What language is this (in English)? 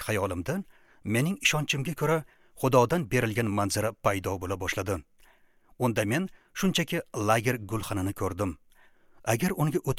Uzbek